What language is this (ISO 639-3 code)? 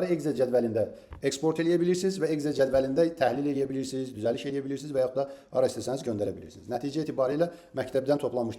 aze